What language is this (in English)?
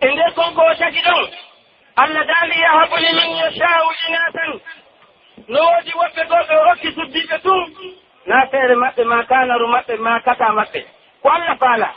Pular